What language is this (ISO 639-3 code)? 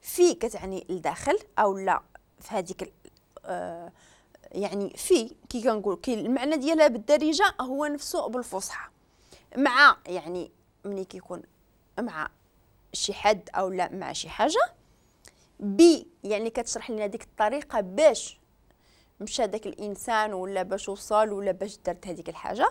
ary